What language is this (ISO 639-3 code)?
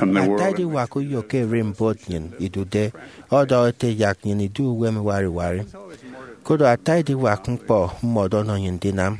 efi